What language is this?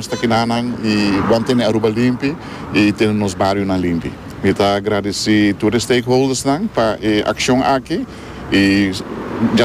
Papiamento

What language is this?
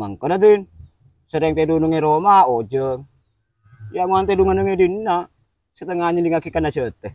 Madurese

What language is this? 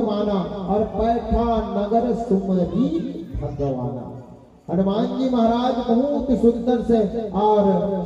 Chhattisgarhi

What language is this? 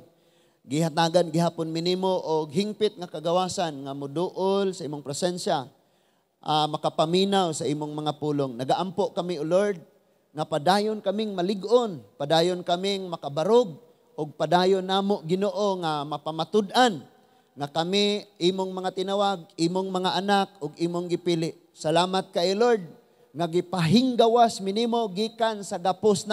Cebuano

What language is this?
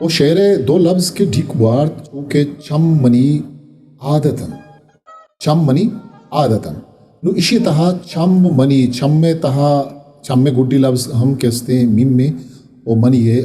Eastern Balochi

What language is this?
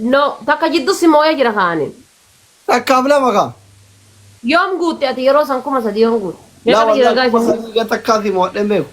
Oromo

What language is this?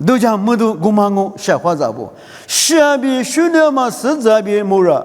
Lisu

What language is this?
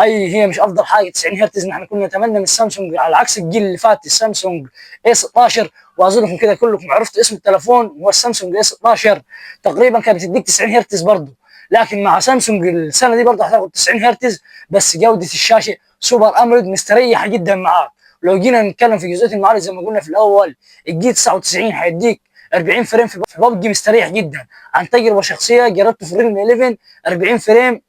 Egyptian Arabic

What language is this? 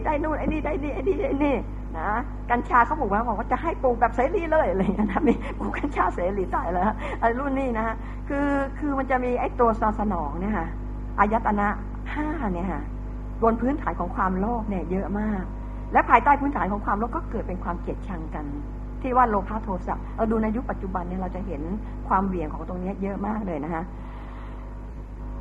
Thai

